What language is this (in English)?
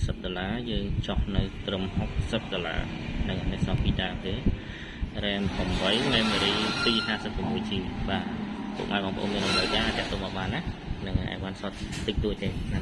Khmer